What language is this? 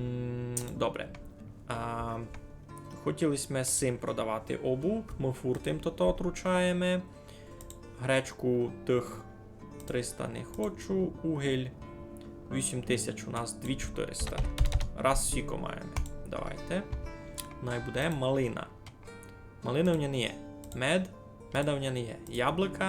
Rusyn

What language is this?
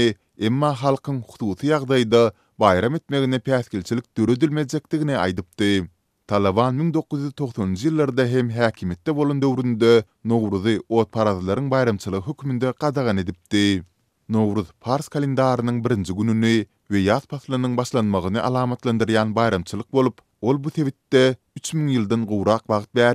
Turkmen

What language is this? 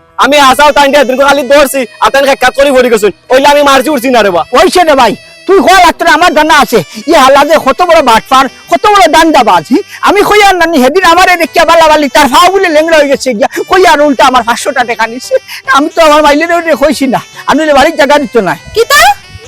Sylheti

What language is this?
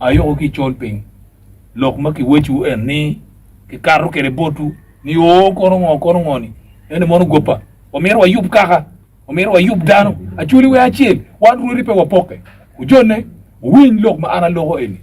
Acoli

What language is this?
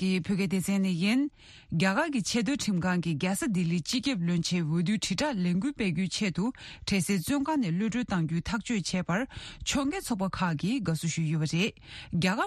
Tibetan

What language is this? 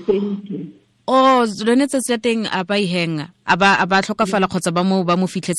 Tswana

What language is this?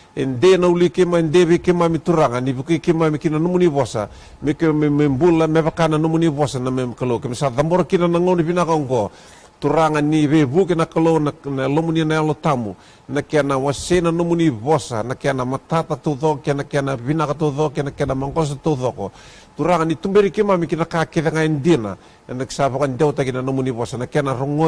Fijian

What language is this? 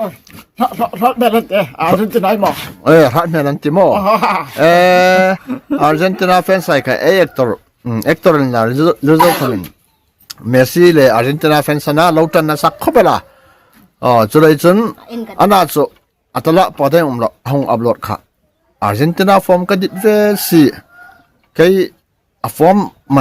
Hmar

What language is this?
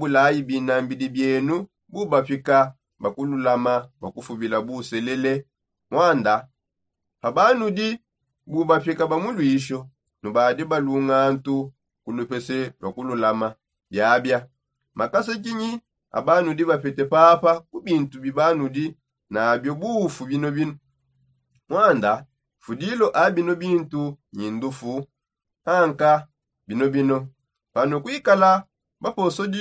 Songe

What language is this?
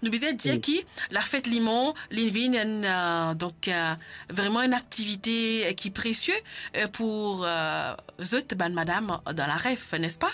Morisyen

